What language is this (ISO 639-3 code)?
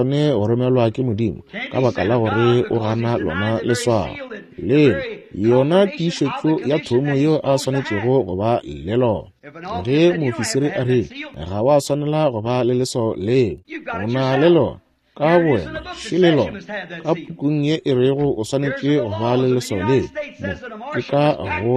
nso